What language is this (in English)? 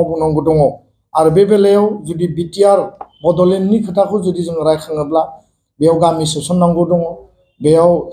Bodo